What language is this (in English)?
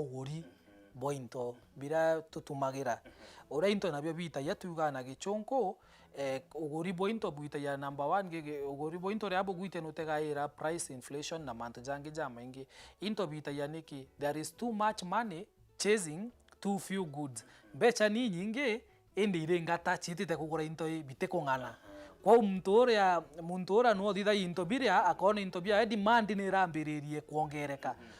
Meru